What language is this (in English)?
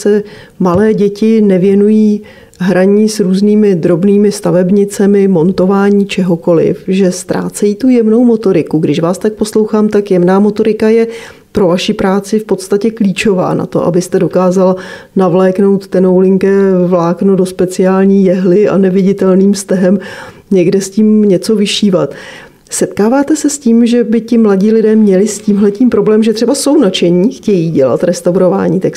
Czech